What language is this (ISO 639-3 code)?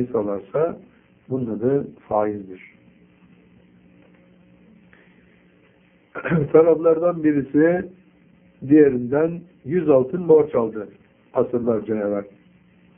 tur